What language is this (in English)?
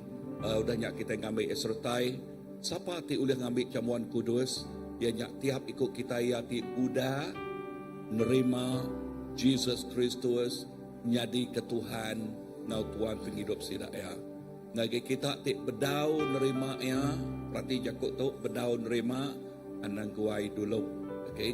Iban